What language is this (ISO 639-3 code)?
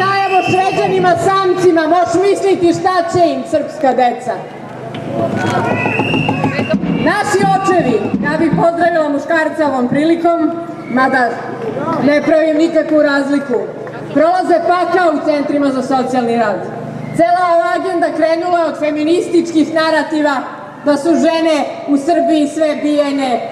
srp